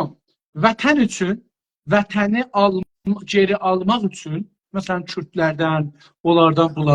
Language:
South Azerbaijani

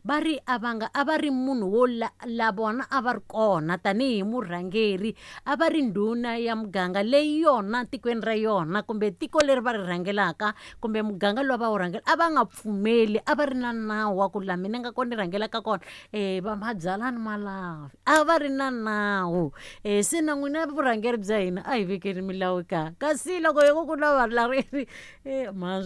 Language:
Tsonga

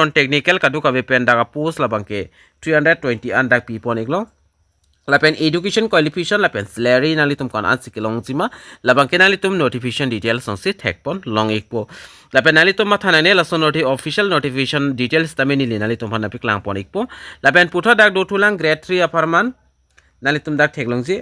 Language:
Karbi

